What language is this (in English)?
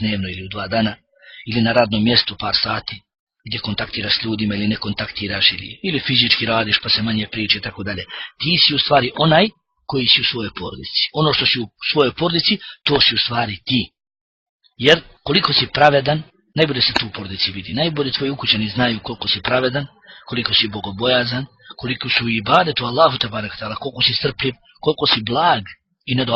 Bosnian